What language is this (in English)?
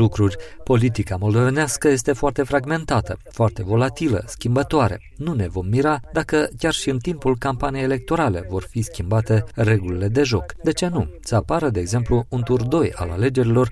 Romanian